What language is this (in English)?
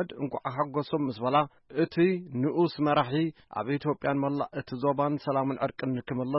Tigrinya